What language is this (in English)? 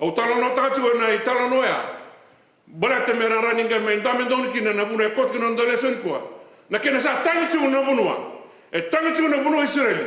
Fijian